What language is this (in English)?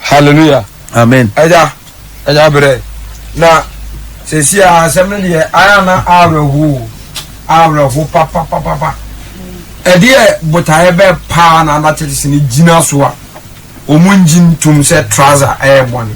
Akan